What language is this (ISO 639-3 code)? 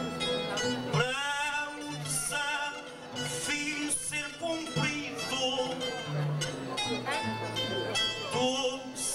por